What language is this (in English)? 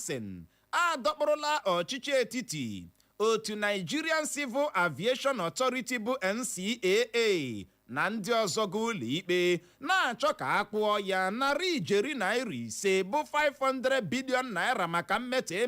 Igbo